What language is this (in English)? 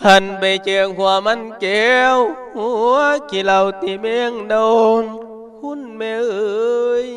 Northeastern Thai